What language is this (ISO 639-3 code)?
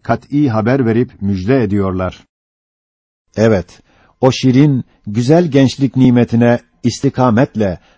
tur